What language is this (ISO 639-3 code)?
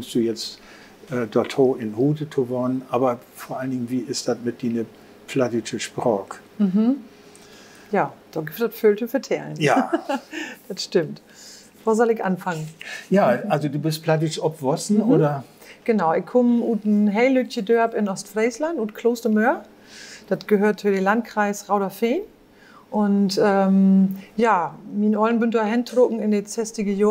nds